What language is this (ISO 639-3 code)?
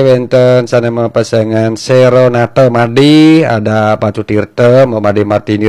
ban